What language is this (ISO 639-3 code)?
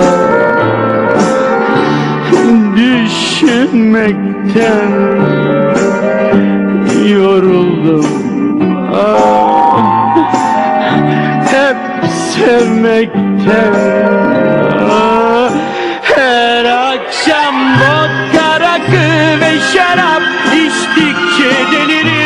tur